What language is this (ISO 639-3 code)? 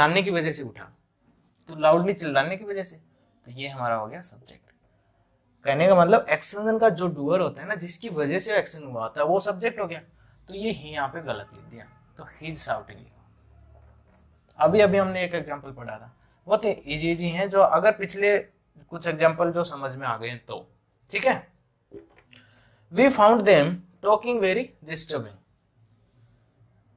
hin